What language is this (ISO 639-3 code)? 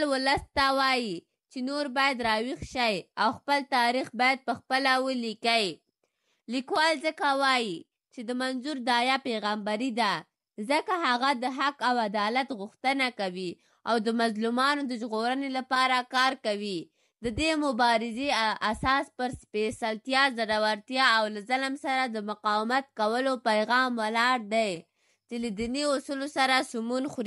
pus